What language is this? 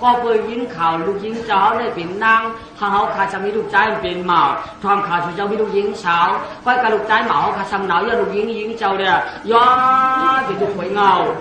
Shan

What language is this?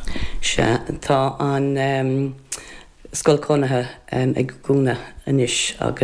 Irish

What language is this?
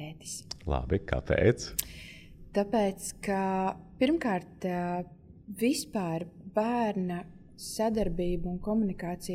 Latvian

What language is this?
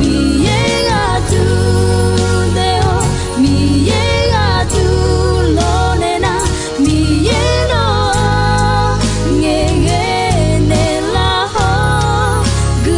Akha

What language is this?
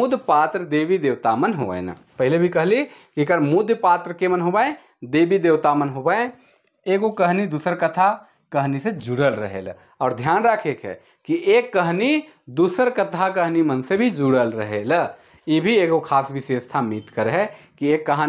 Sadri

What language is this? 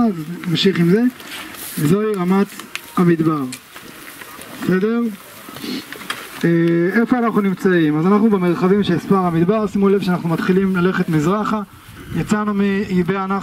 Hebrew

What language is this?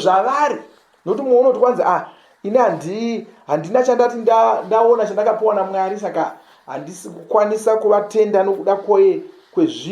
Shona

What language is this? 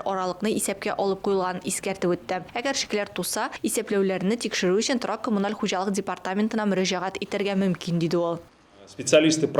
Tatar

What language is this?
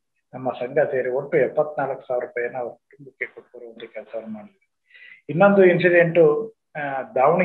Kannada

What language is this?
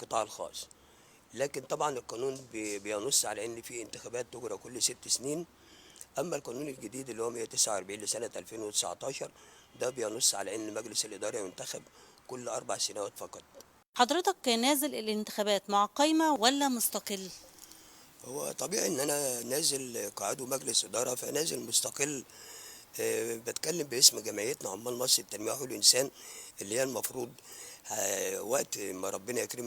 Egyptian Arabic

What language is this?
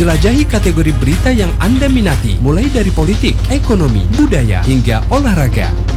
Indonesian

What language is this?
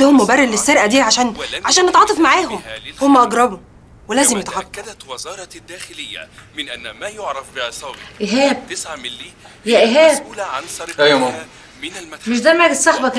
Egyptian Arabic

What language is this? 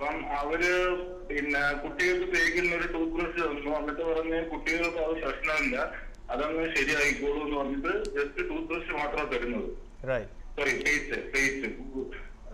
Malayalam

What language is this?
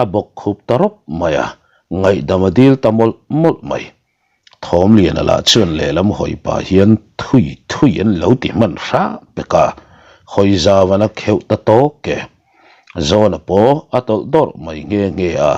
Mizo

